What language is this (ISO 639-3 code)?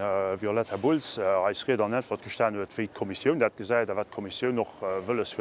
ltz